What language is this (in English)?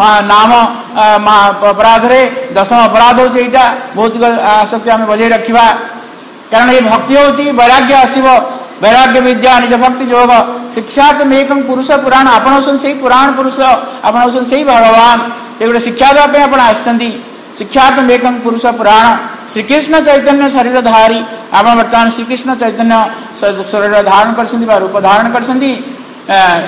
Odia